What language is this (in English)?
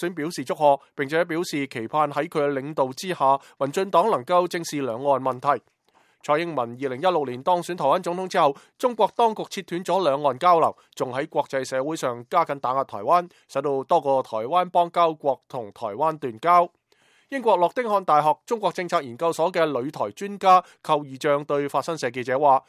Cantonese